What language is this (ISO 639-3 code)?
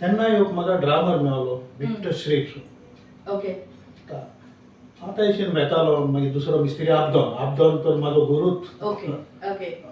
kok